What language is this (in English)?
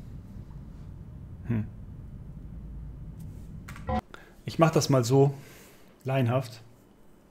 German